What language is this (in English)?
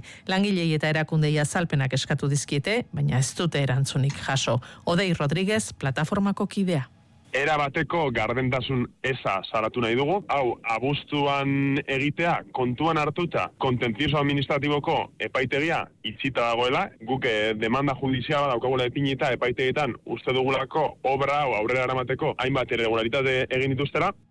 Basque